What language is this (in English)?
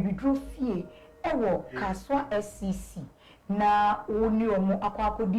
Akan